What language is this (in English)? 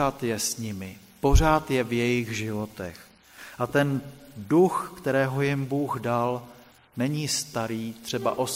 Czech